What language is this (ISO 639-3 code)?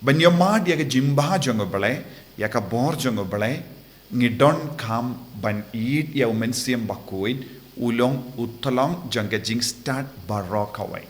kha